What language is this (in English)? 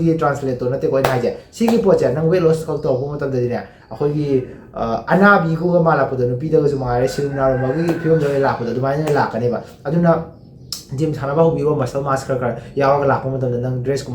Manipuri